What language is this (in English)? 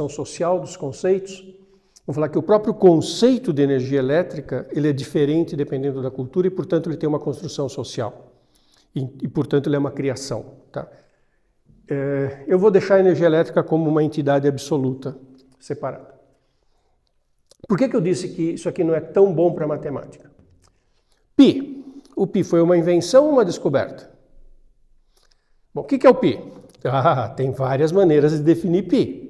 Portuguese